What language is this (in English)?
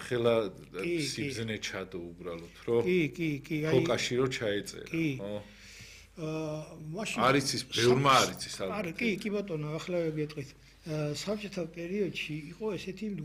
Georgian